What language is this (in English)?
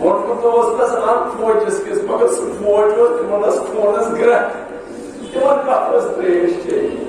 Kashmiri